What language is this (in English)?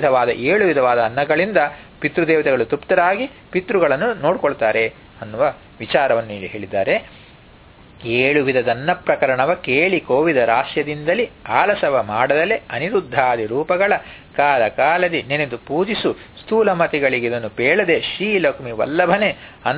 Kannada